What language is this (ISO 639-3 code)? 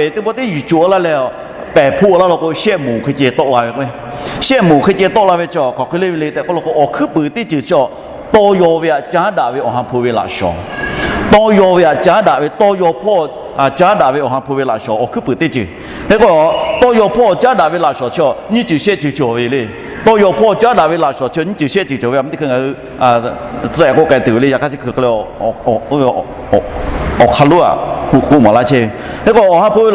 lhu